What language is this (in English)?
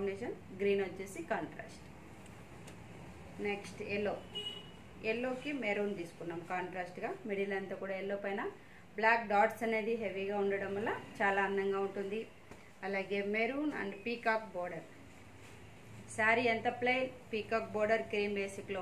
Telugu